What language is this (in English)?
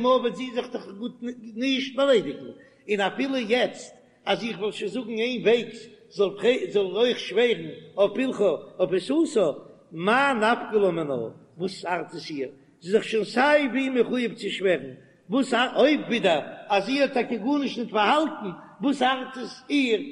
Yiddish